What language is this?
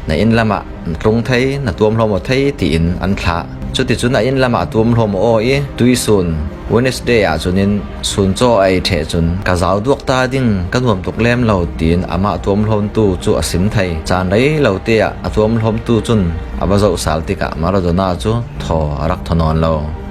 Falam Chin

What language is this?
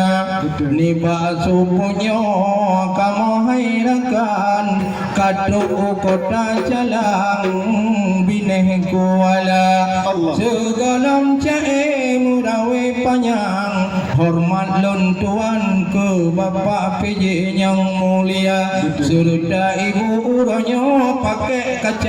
Achinese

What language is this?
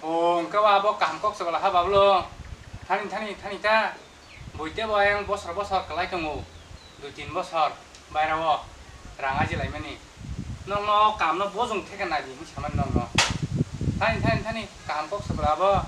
Kok Borok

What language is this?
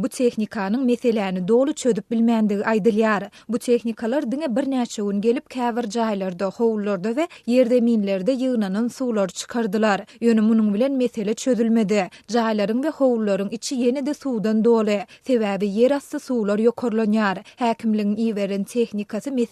Turkmen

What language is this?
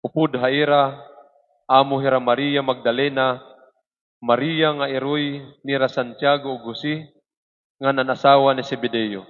Waray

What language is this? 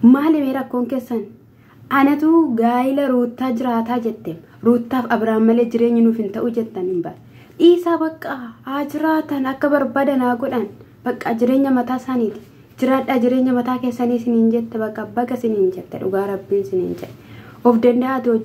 Oromo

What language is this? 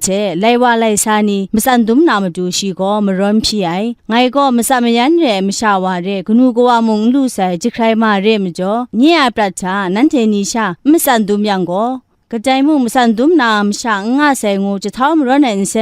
Kachin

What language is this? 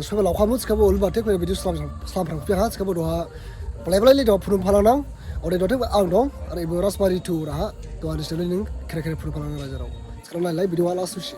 Dimasa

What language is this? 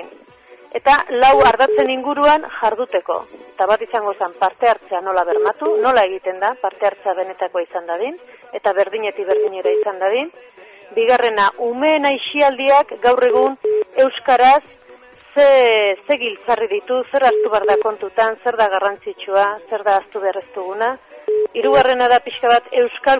Basque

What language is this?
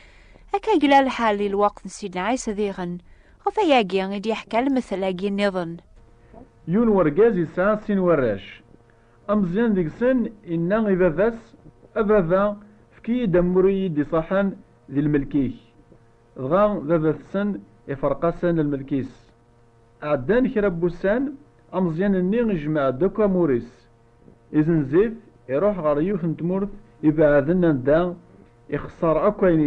Kabyle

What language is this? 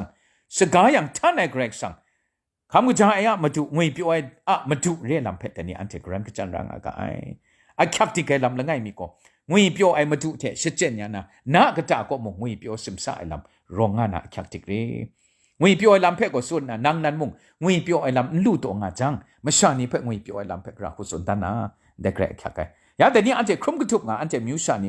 Kachin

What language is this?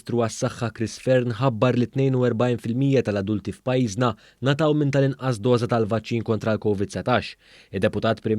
Maltese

